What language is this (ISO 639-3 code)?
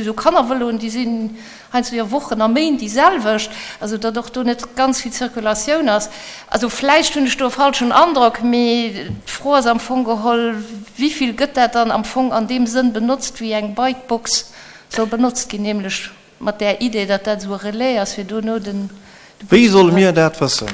ltz